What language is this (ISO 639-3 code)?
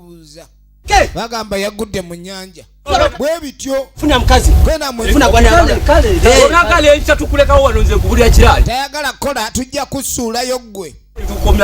lug